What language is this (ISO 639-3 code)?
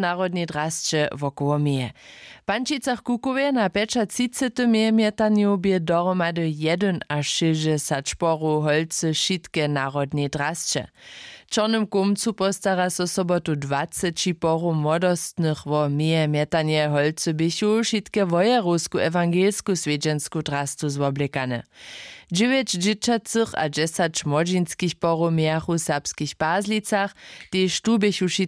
hsb